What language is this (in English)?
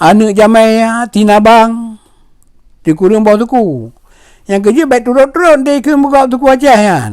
Achinese